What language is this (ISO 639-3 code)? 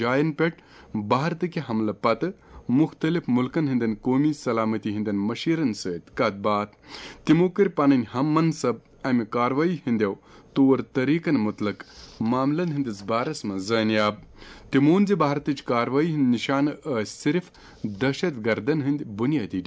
kas